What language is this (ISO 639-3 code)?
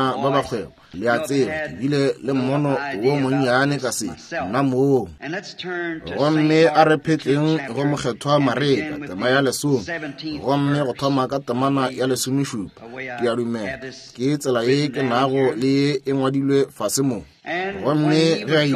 nso